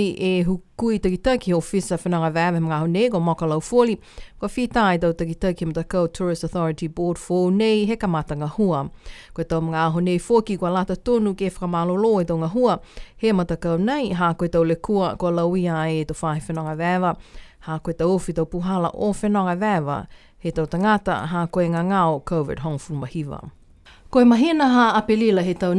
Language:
Niuean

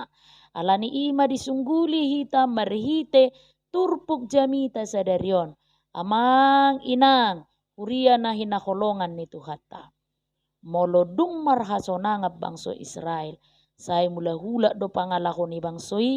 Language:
Batak Toba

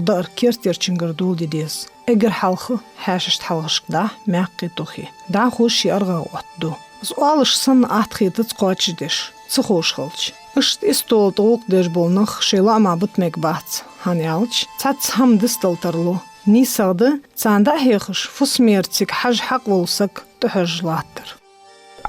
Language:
Ingush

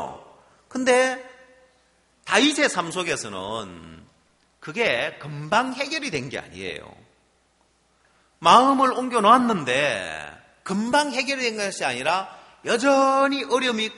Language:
Korean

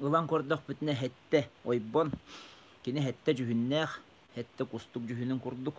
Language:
Yakut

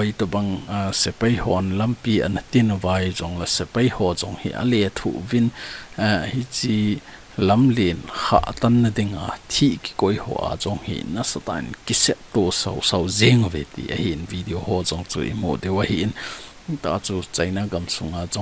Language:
Thado Chin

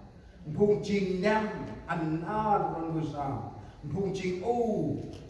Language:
Central Mnong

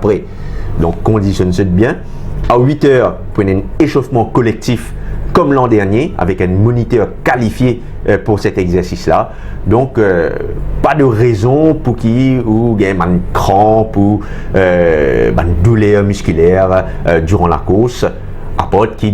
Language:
Morisyen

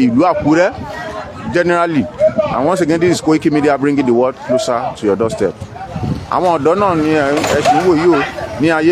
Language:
Yoruba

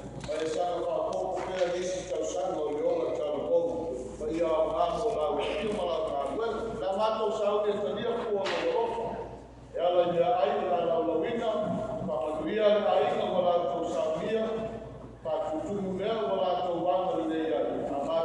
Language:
Samoan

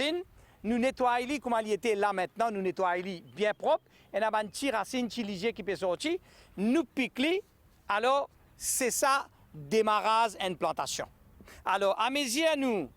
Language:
Morisyen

